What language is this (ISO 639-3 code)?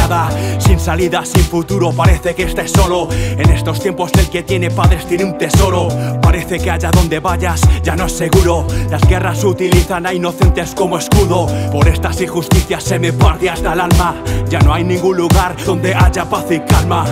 spa